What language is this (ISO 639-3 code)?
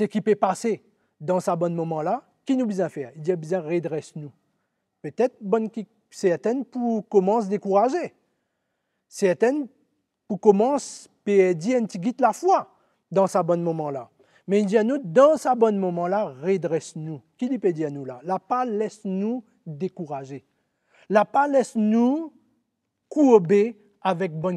mfe